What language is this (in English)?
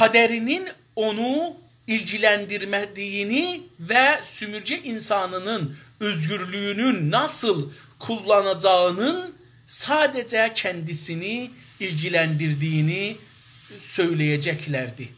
South Azerbaijani